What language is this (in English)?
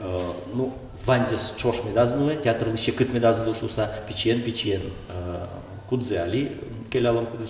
Udmurt